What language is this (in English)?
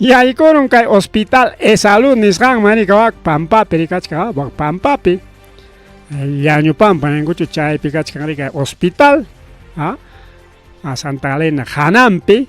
Ayacucho Quechua